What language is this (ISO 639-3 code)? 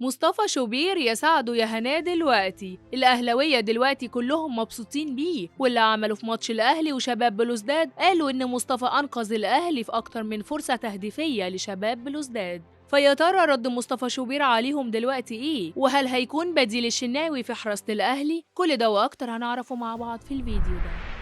arz